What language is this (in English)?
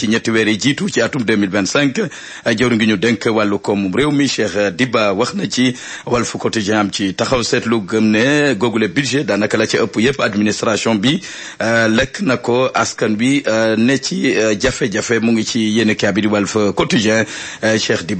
Wolof